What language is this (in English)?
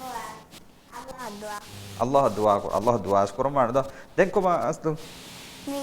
Divehi